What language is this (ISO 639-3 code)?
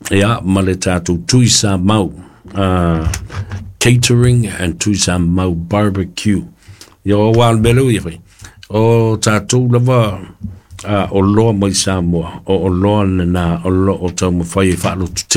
smo